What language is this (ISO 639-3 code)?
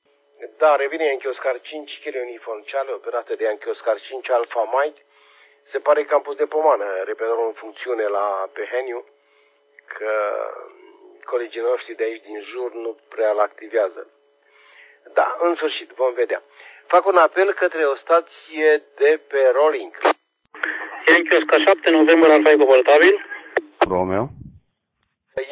ron